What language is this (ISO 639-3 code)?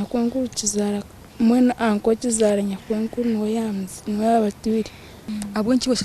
nyn